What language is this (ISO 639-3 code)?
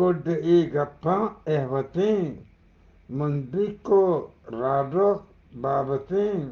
bgp